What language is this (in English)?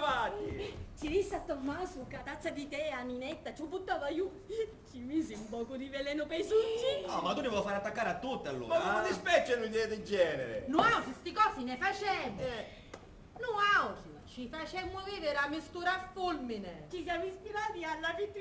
Sicilian